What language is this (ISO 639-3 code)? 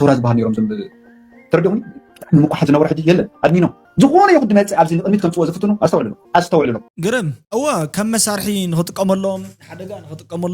tir